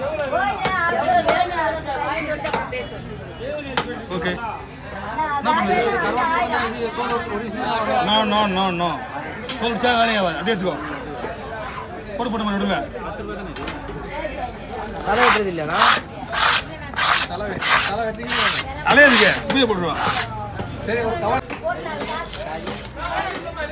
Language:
Tamil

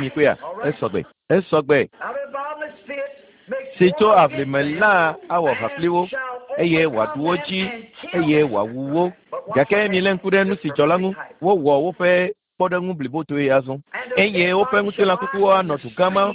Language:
Ewe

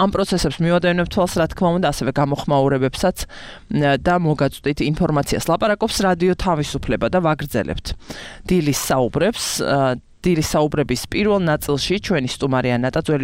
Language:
Georgian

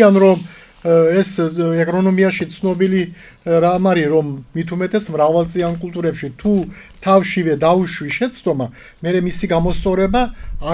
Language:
Georgian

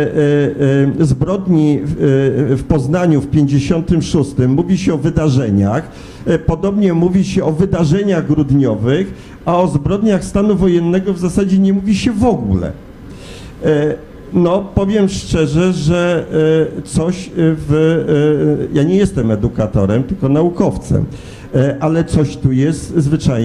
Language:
Polish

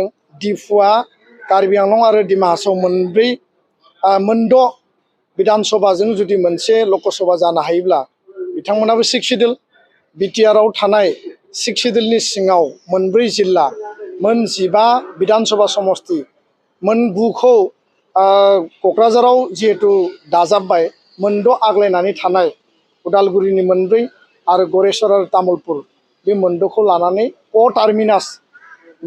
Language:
Bodo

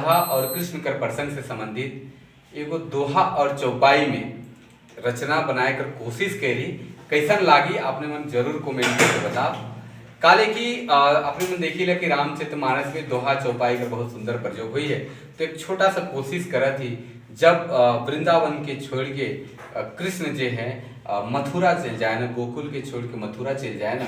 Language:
Sadri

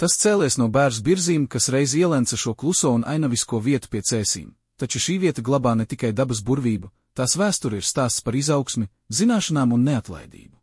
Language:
Latvian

